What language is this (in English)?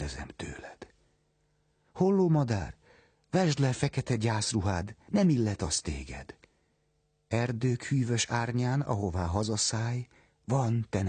Hungarian